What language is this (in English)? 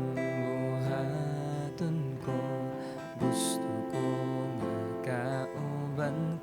Cebuano